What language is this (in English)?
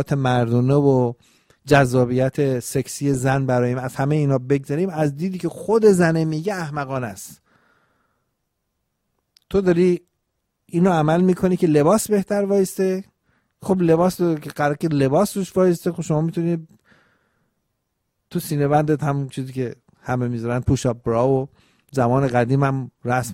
Persian